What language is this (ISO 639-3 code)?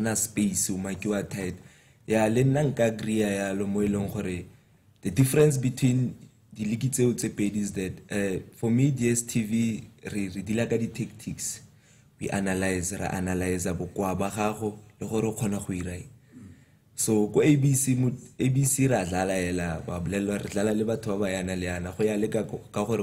tsn